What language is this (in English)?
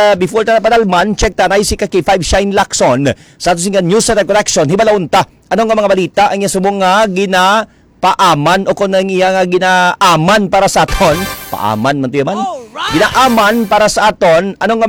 Hiligaynon